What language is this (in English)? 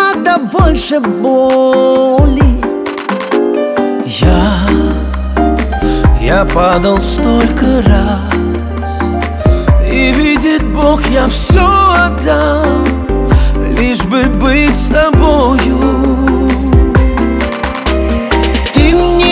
Russian